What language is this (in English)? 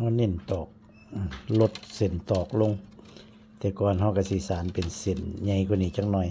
Lao